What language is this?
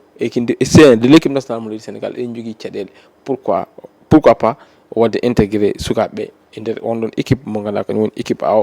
Fula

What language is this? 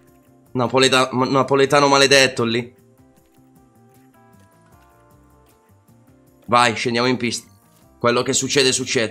Italian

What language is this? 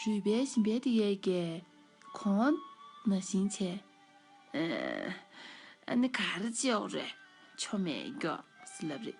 Tibetan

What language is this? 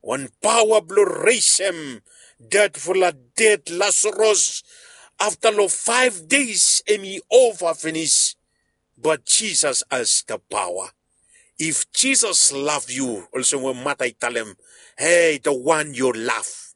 Bislama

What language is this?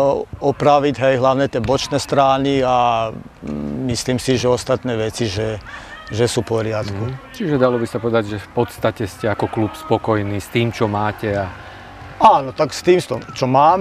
Slovak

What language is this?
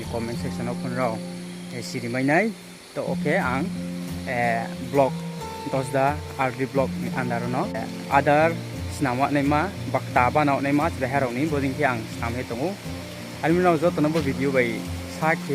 Riang (India)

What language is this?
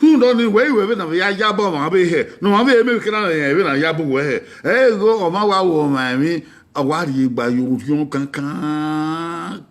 Bini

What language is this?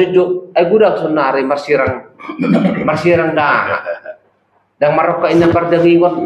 Batak Toba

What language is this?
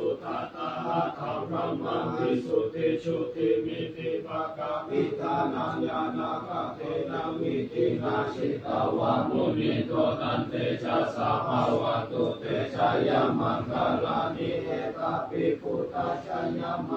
Pali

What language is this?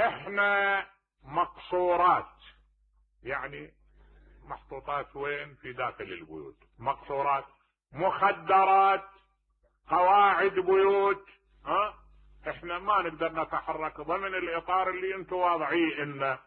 Mesopotamian Arabic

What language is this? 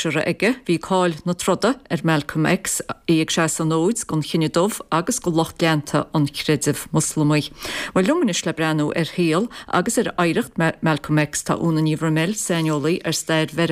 Irish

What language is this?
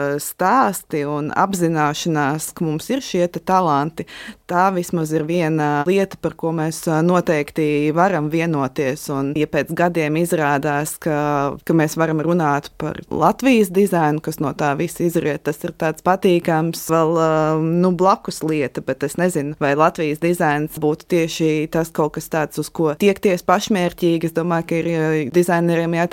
Latvian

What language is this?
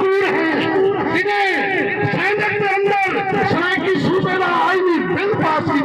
Saraiki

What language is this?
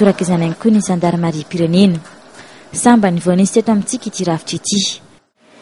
Malagasy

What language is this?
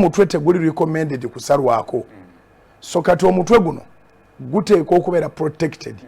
Ganda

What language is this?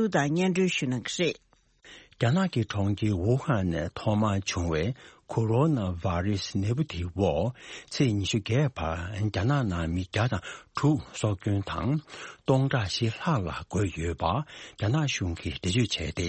Tibetan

